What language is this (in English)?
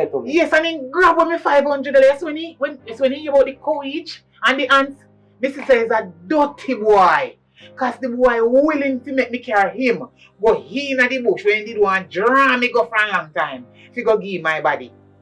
Jamaican Creole English